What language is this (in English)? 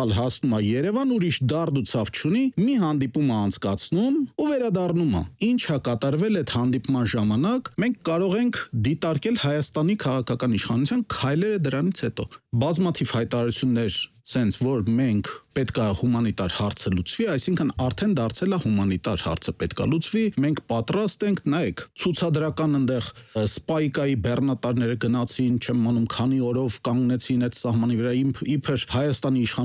Armenian